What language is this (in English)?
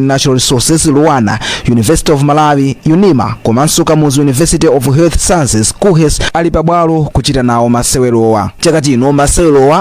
Nyanja